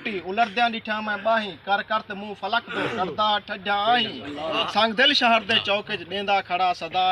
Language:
Saraiki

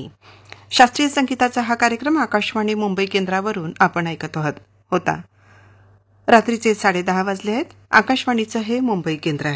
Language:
Marathi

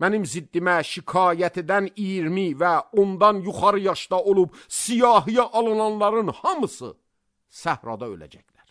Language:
Azerbaijani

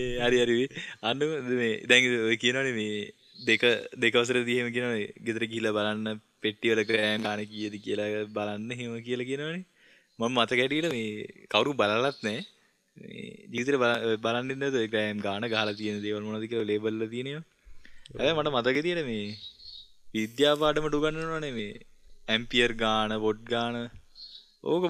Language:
Sinhala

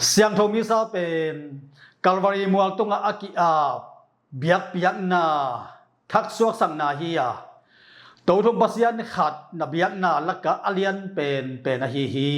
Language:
Tedim Chin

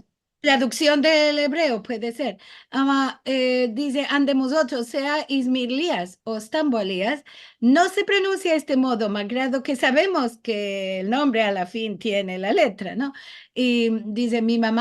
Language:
Ladino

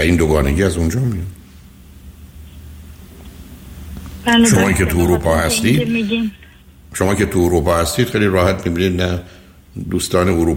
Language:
Persian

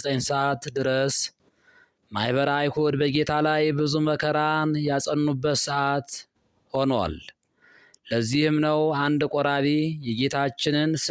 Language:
Amharic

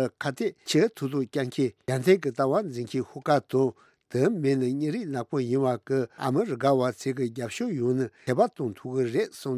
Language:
Tibetan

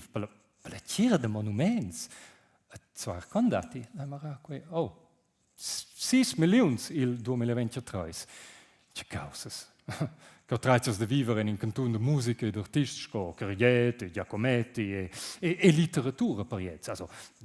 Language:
Romansh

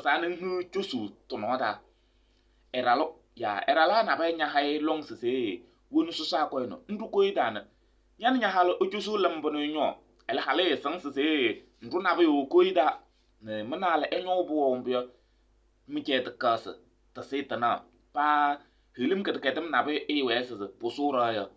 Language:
Kabiyè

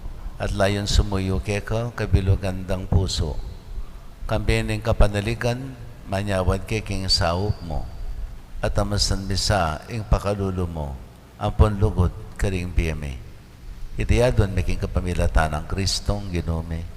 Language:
Pampanga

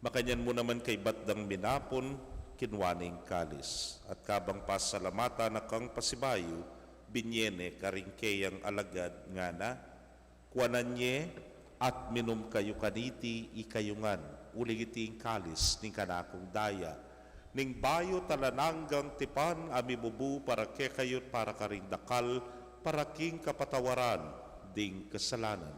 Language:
Pampanga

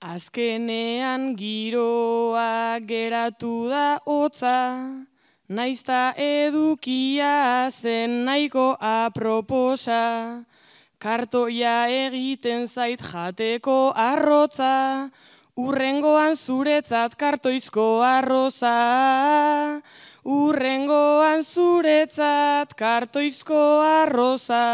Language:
Basque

